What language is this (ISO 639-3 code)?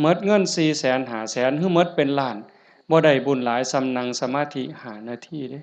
tts